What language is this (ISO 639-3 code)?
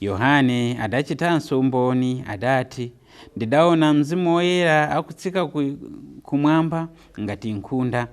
nya